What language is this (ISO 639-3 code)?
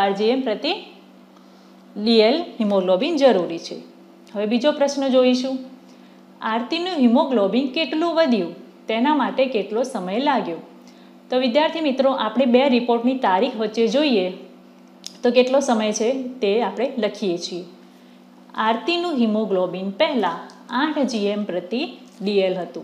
guj